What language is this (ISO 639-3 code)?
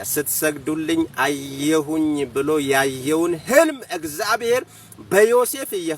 amh